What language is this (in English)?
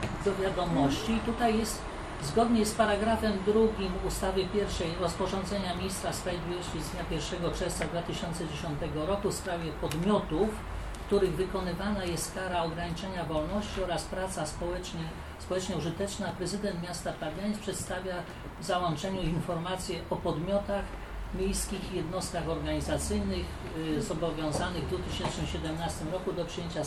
Polish